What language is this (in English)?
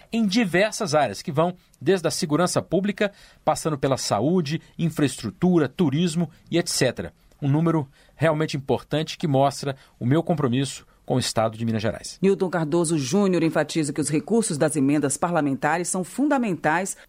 Portuguese